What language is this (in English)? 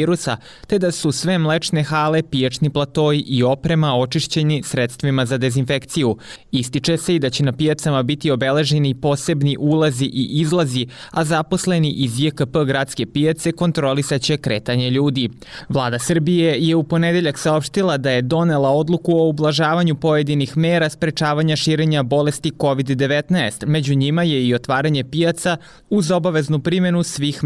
Serbian